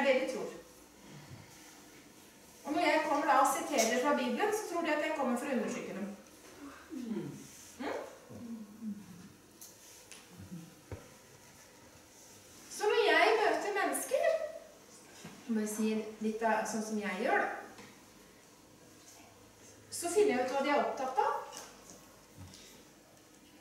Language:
Norwegian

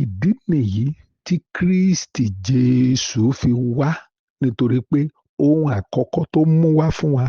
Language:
Yoruba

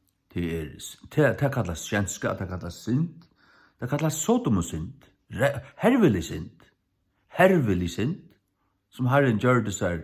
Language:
Faroese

